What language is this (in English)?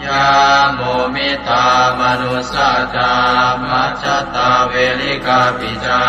Pali